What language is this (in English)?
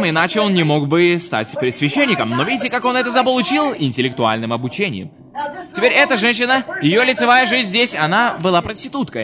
Russian